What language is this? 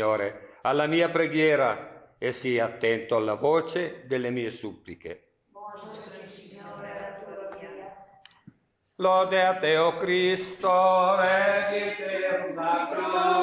Italian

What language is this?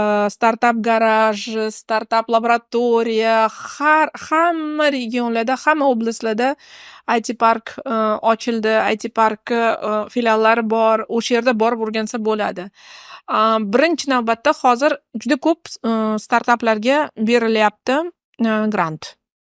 Uzbek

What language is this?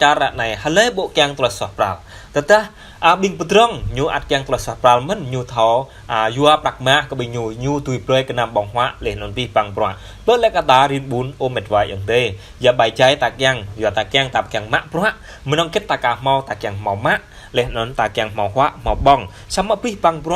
Jarai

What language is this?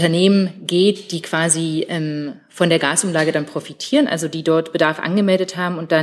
German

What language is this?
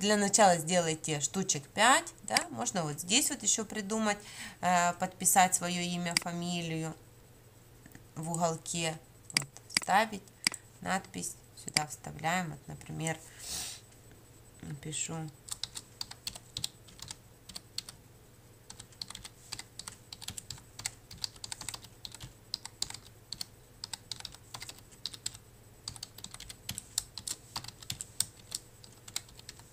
Russian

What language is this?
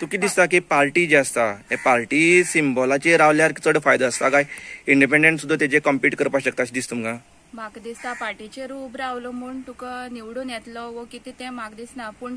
Konkani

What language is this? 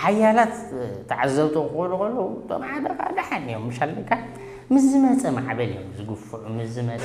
Tigrinya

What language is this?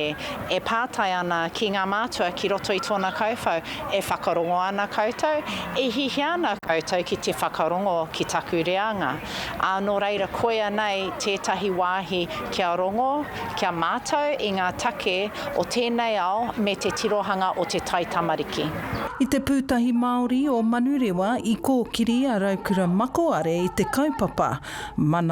Māori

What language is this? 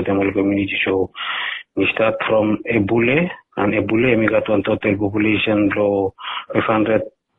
Bislama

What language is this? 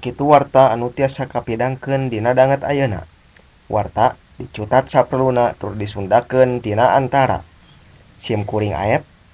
Sundanese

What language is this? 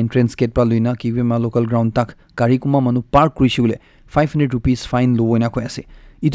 Naga Pidgin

